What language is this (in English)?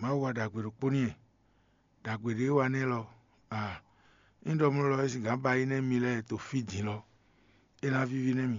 Fon